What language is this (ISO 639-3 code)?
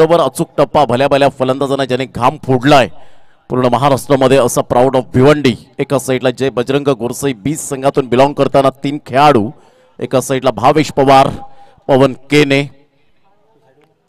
mar